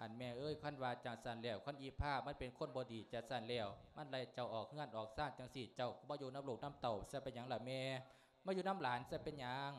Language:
Lao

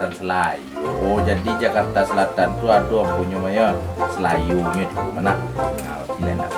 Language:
Minangkabau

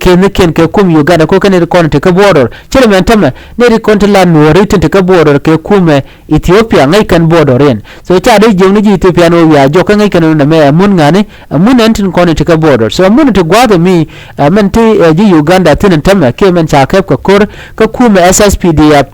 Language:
Nuer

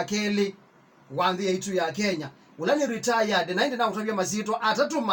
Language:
Kamba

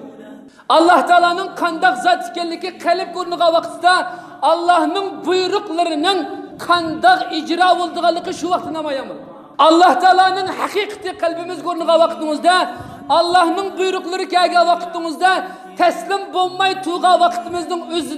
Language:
Uyghur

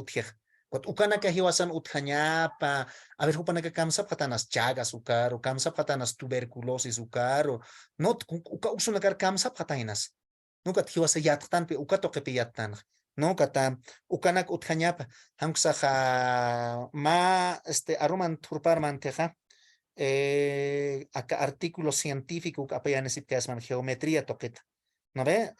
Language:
Aymara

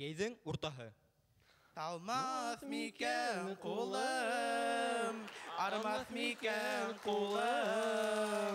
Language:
Bashkir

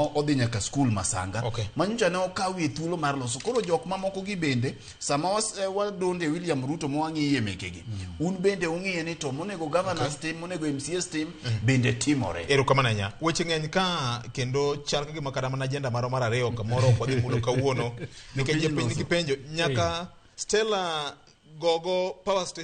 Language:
Luo (Kenya and Tanzania)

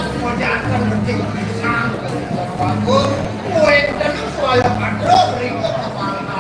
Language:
Balinese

